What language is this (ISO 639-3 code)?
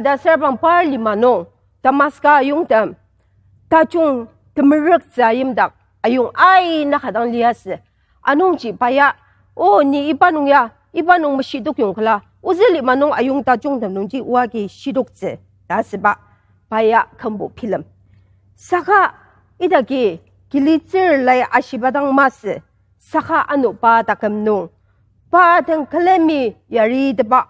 njo